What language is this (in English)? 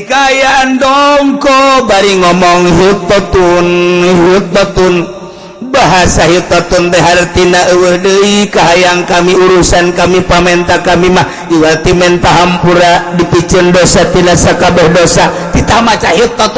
Sundanese